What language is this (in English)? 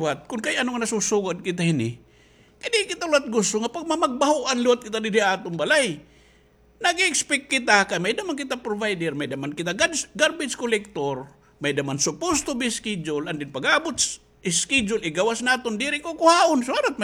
Waray